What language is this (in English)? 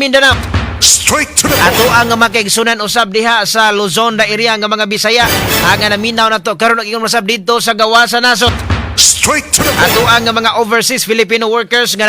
Cebuano